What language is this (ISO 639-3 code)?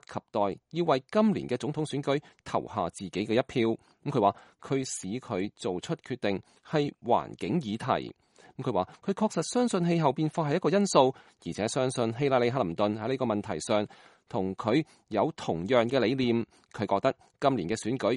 yue